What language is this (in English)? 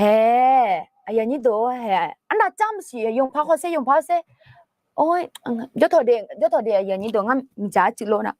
Akha